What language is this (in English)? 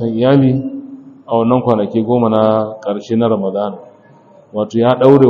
Hausa